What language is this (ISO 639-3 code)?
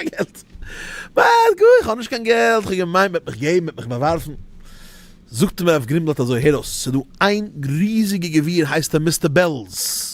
yid